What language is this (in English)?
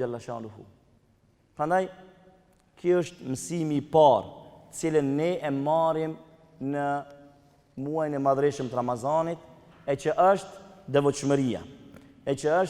Albanian